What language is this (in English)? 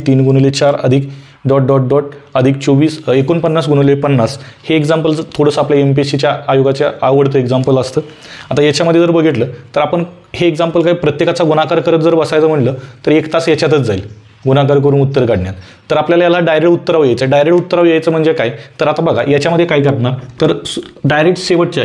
Marathi